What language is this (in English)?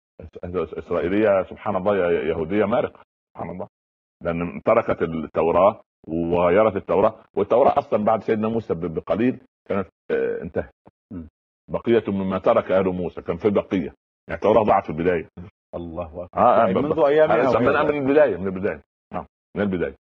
Arabic